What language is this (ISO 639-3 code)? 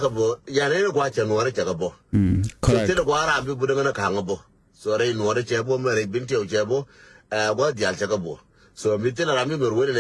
nus